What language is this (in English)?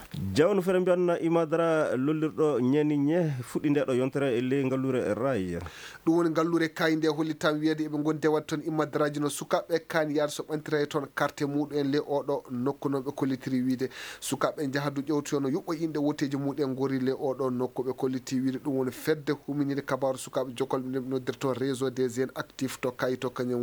Fula